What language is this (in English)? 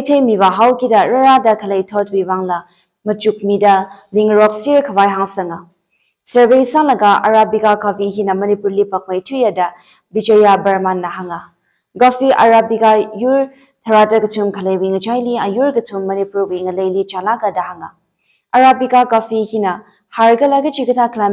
Tangkhul Naga (India)